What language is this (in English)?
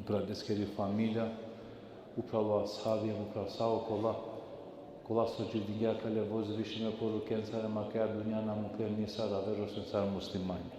Balkan Romani